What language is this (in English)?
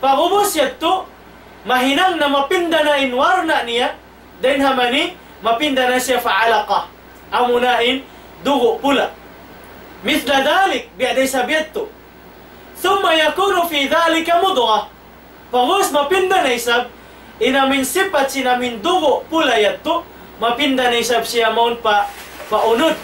Tausug